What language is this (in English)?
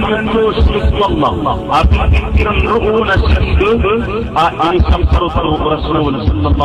Maranao